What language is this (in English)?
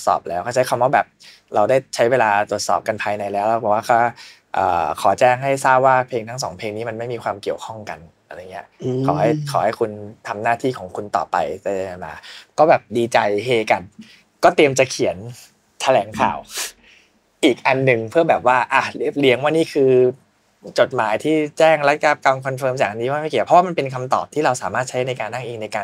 Thai